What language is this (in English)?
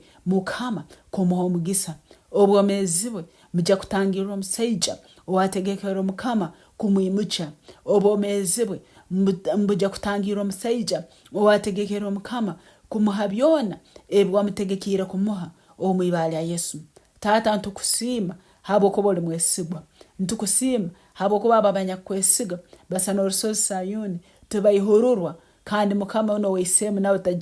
Nyankole